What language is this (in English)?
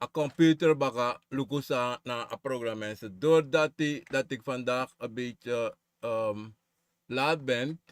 Sranan Tongo